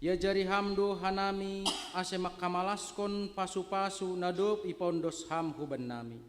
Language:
Batak Simalungun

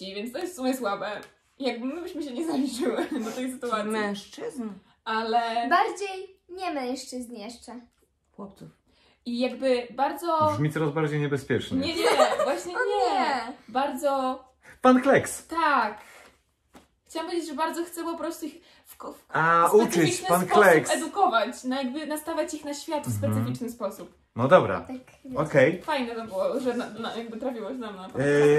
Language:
Polish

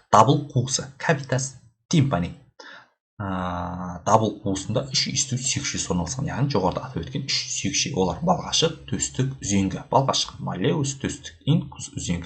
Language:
Kazakh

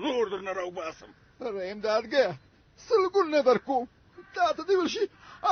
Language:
Pashto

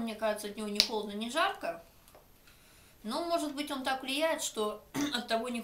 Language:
Russian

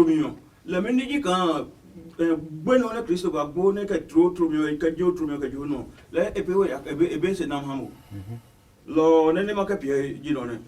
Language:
Adangme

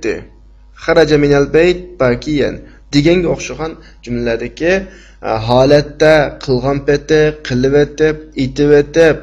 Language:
Uyghur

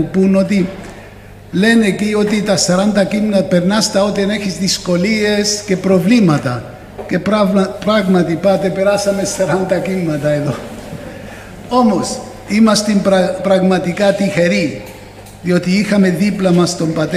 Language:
Greek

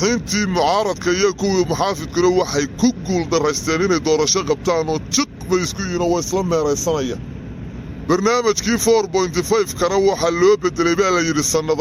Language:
Somali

